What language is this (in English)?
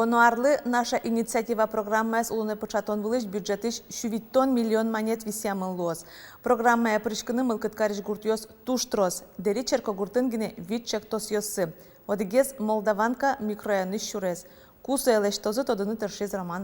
Udmurt